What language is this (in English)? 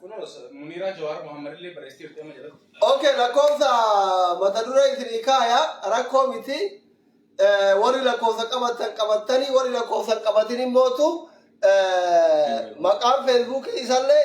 Oromo